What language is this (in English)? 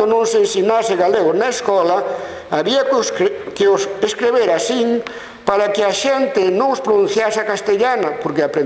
Galician